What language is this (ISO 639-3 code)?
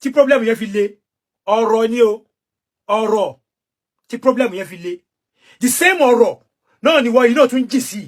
yor